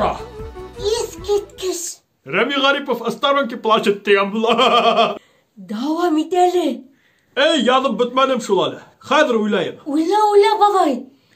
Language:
Bashkir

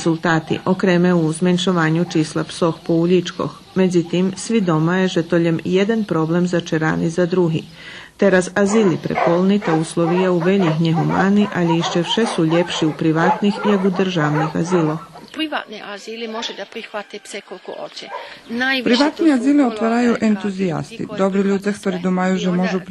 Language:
Rusyn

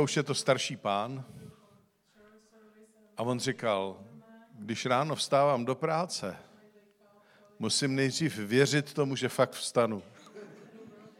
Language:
Czech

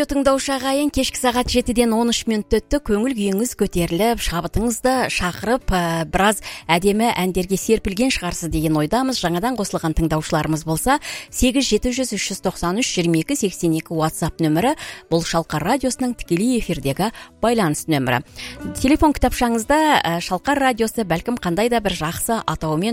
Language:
Kazakh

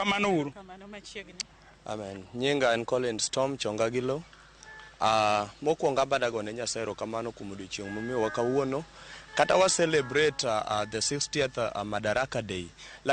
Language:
Luo (Kenya and Tanzania)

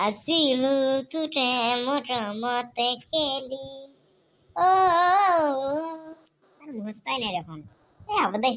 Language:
Assamese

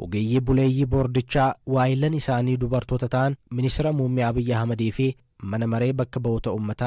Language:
Oromo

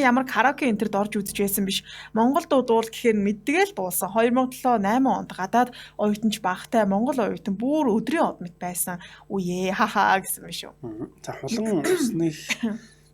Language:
Mongolian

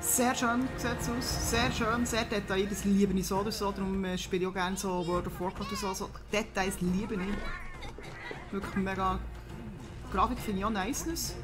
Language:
Swiss German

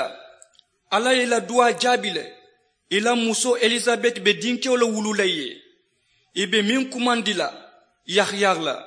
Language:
Mandingo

